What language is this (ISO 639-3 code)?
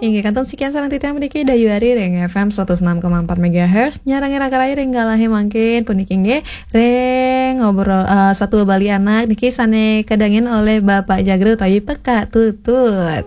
ban